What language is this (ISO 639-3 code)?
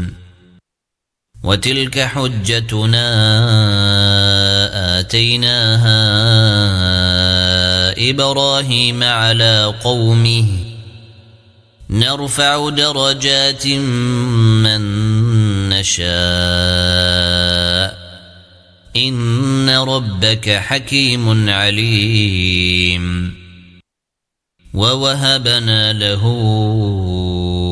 ara